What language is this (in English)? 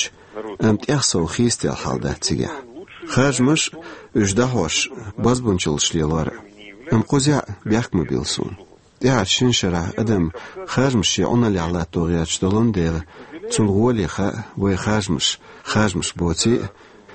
Chechen